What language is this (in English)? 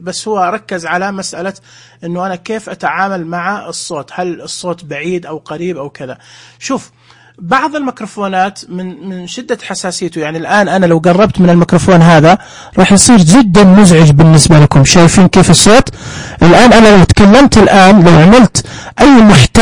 Najdi Arabic